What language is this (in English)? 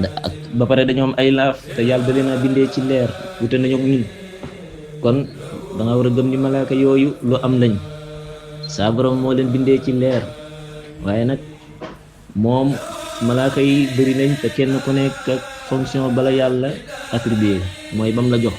Wolof